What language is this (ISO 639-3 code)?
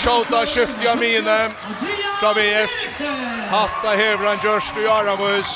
fao